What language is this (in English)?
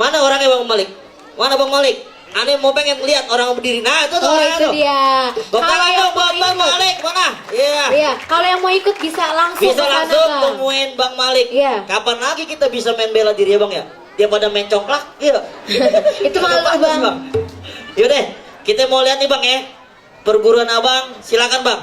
Betawi